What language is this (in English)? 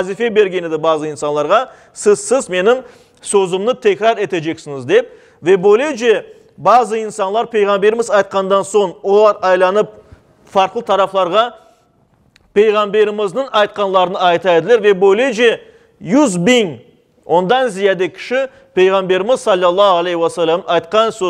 Crimean Tatar